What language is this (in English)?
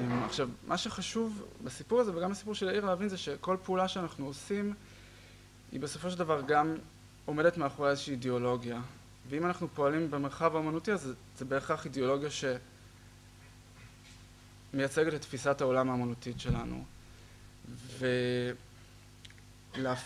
Hebrew